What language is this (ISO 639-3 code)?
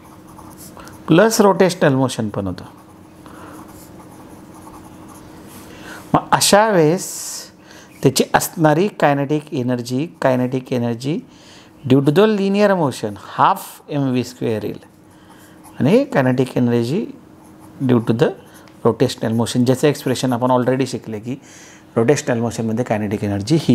mar